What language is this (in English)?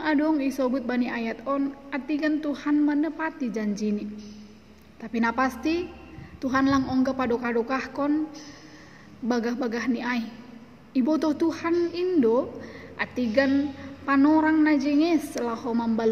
Batak Simalungun